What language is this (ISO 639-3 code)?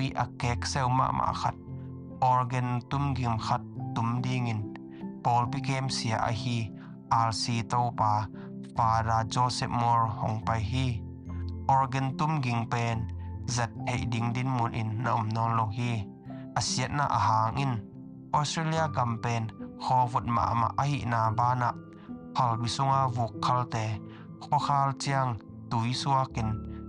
ctd